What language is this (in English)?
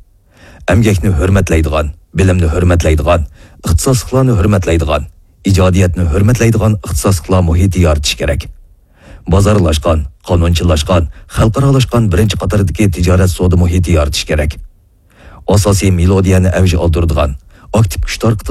Uyghur